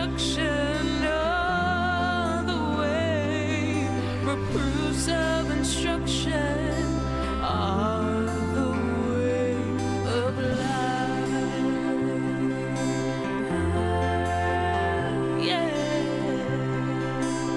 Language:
English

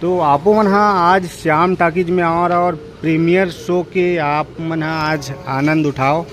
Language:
Chhattisgarhi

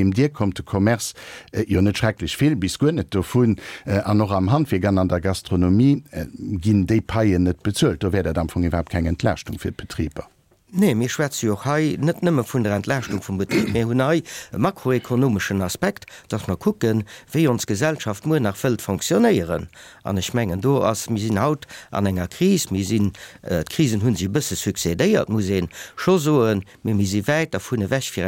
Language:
Luxembourgish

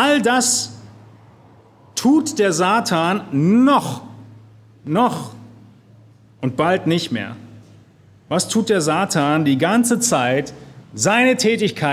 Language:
German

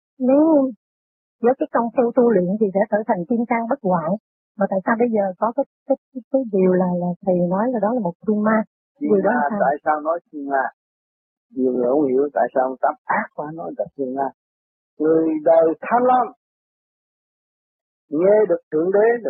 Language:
Vietnamese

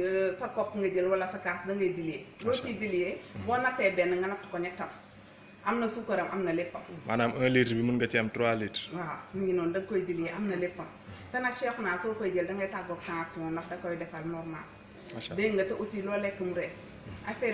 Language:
Wolof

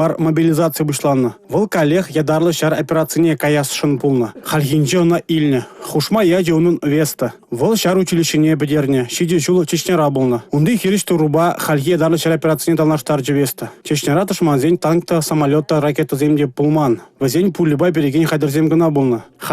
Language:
Chuvash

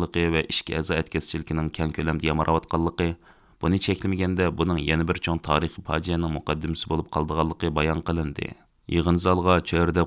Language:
Uyghur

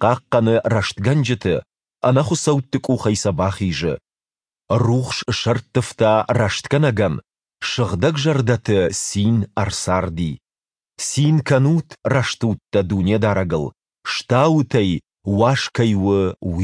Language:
Ossetic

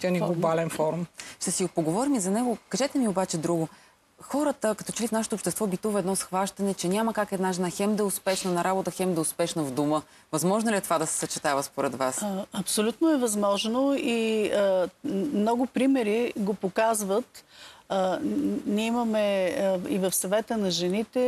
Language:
Bulgarian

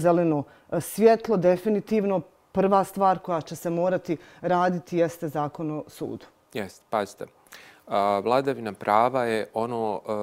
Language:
Bosnian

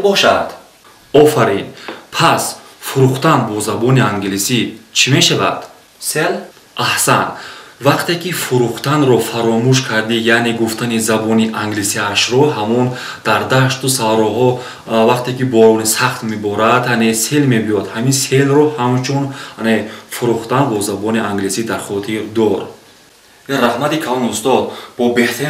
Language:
Tajik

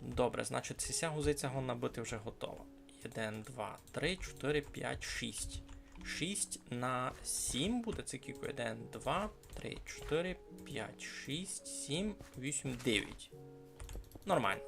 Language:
Rusyn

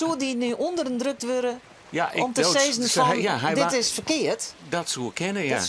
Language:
Western Frisian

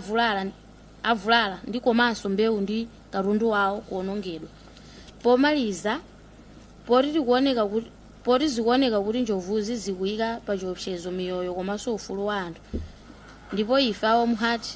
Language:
Nyanja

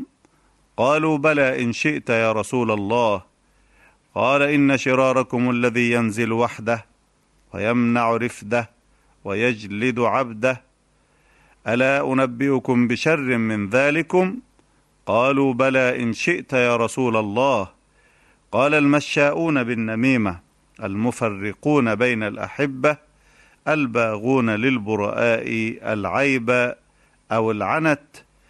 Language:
Arabic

